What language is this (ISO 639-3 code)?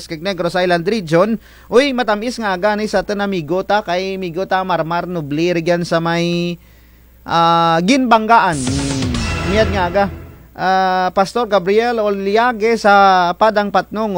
krj